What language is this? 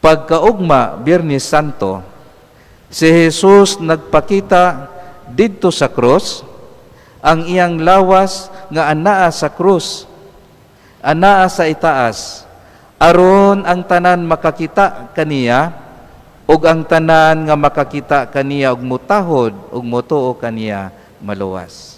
Cebuano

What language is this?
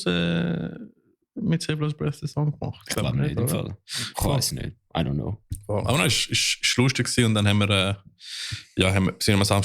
Swiss German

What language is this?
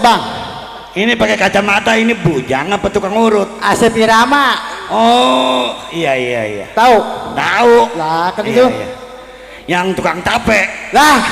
Betawi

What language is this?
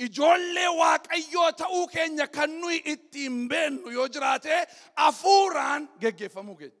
Oromo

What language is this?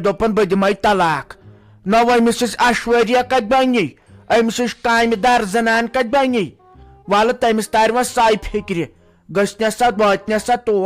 Kashmiri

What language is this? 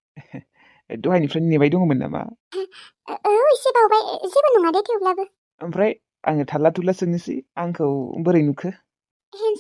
Bodo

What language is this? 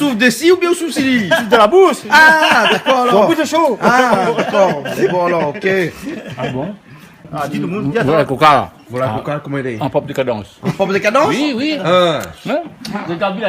Réunion Creole French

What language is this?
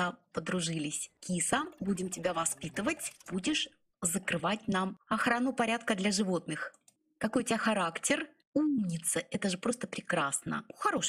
Russian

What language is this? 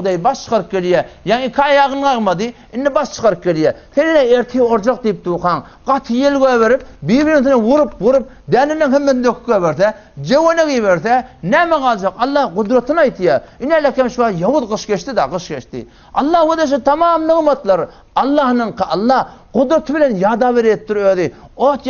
Turkmen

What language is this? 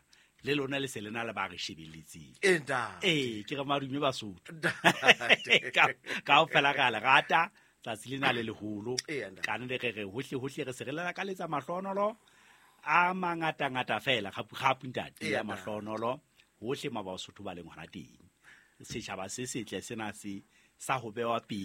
Southern Sotho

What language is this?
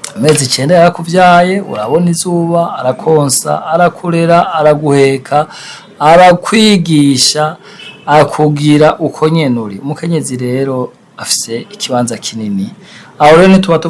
Rundi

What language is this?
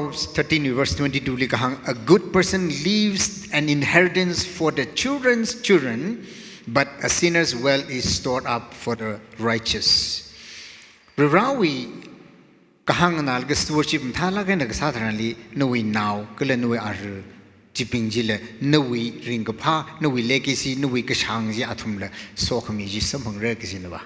Tangkhul Naga (India)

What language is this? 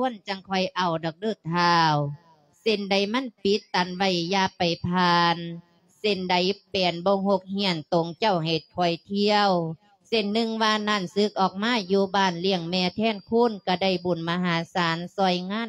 Lao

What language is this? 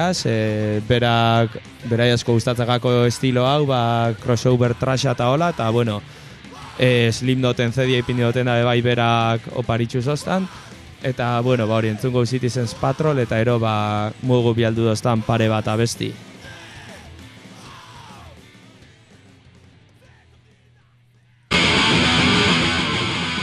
Basque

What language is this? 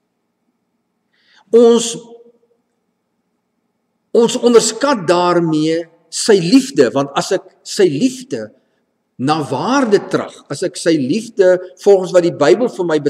Afrikaans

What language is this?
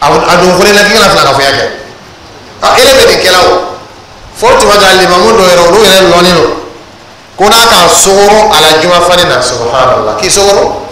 Dyula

